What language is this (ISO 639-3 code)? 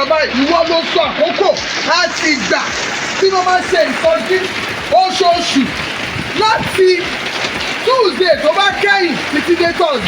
yor